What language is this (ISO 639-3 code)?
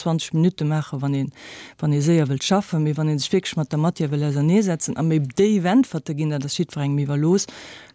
ltz